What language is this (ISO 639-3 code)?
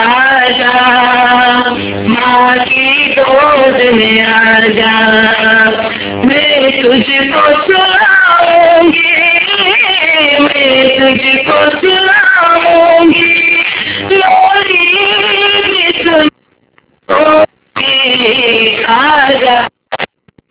urd